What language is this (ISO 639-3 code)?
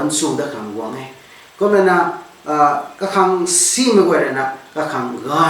nbu